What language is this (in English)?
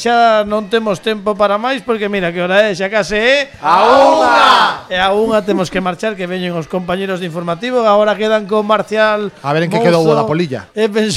Galician